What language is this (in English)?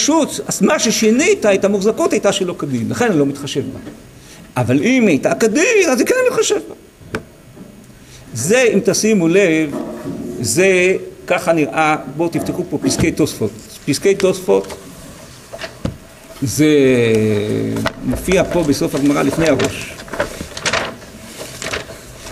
Hebrew